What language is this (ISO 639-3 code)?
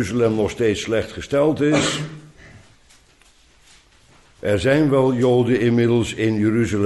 nld